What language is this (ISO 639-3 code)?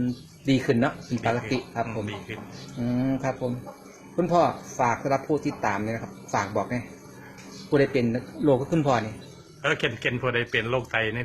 tts